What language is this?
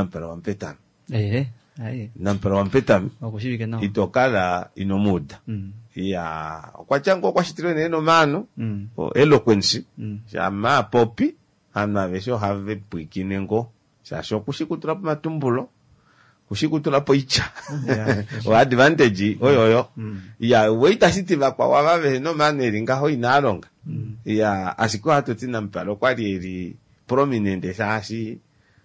Kuanyama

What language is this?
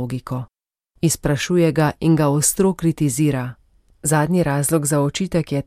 Slovenian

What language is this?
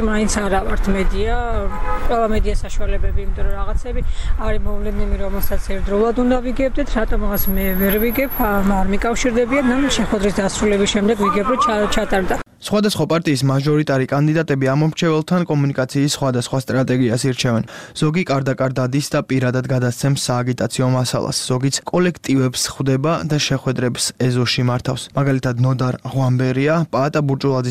Georgian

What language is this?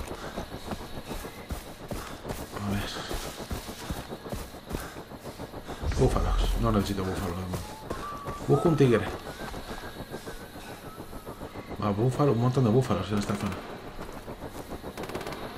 Spanish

